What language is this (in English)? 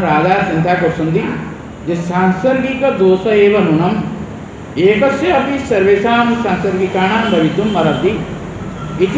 Odia